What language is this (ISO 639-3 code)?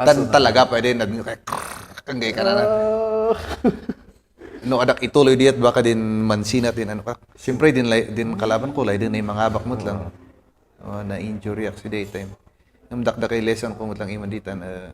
kne